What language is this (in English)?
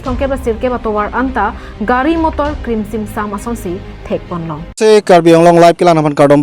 Karbi